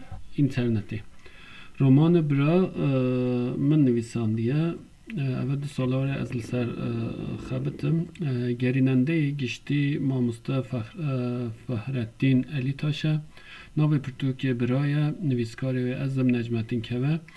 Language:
Kurdish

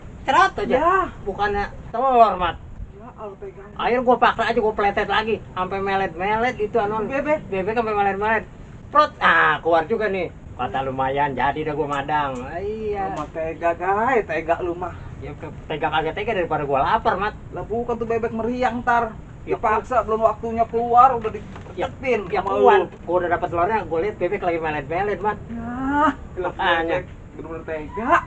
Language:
Betawi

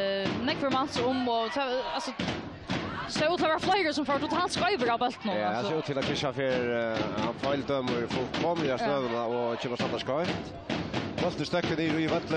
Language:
Faroese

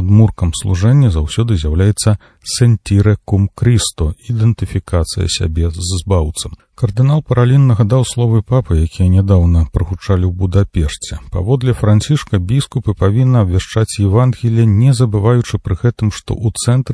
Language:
Belarusian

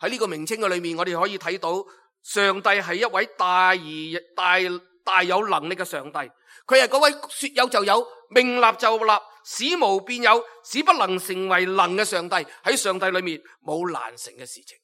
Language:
Cantonese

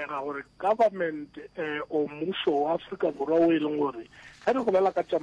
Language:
Northern Sotho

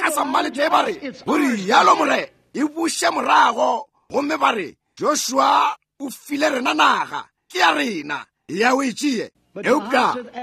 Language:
Northern Sotho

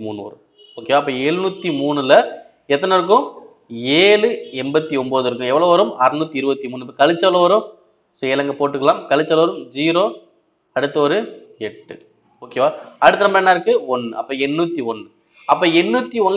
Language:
Tamil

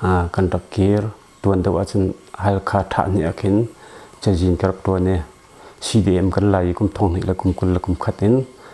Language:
Hakha Chin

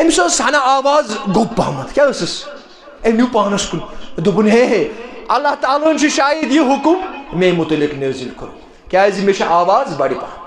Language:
Kashmiri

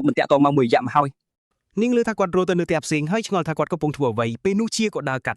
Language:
Khmer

